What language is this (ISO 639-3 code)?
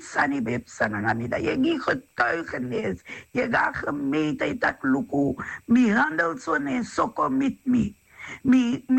srn